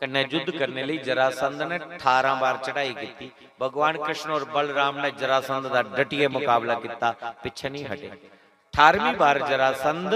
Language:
Dogri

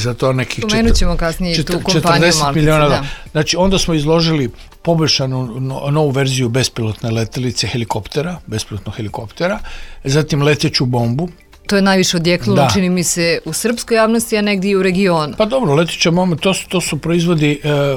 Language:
Serbian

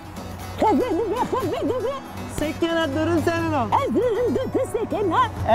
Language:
Zaza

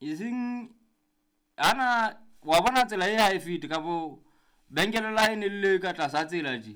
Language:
Southern Sotho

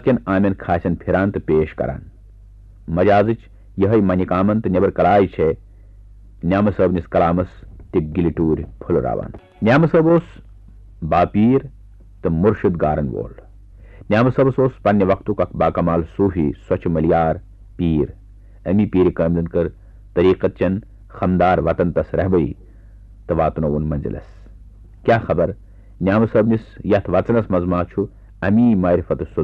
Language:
Kashmiri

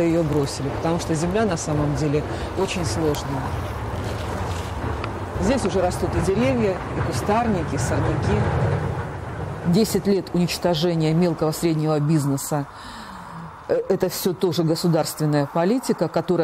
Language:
Russian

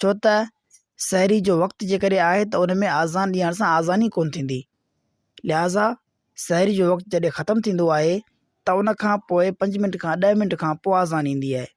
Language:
Sindhi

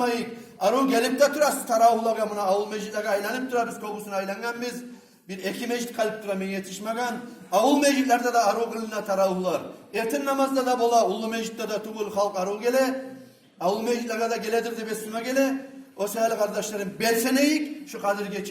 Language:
Kumyk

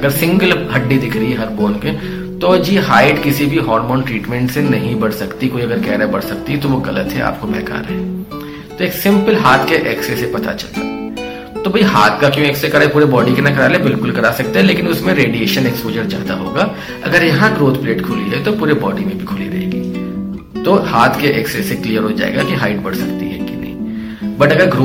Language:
Hindi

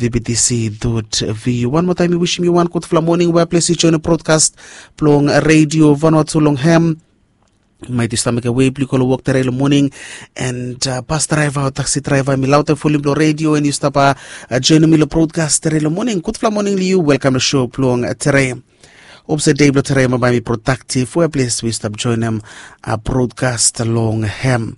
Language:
Bislama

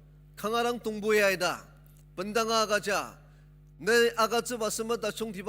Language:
Ao Naga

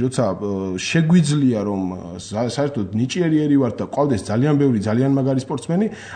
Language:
Georgian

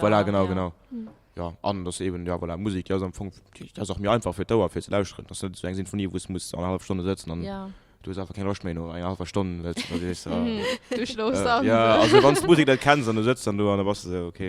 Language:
Luxembourgish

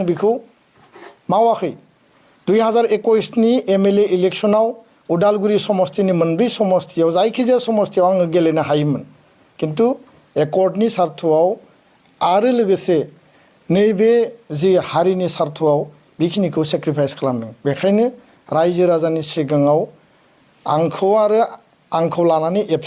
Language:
Bodo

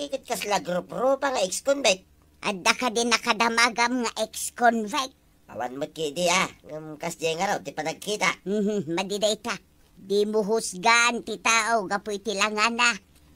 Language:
Iloko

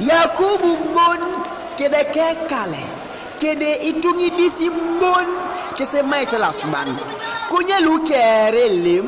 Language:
Teso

